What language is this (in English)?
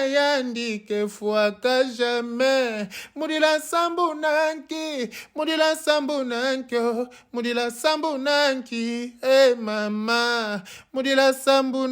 Lingala